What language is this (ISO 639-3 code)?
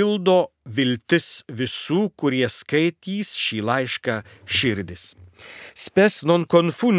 lit